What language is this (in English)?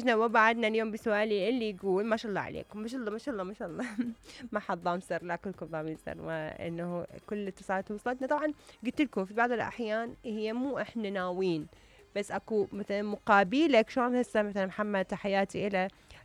Mesopotamian Arabic